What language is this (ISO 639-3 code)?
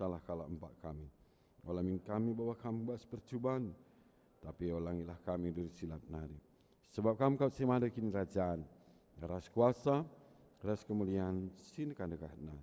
btx